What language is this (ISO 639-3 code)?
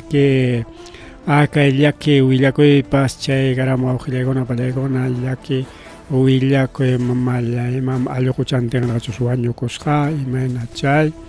quy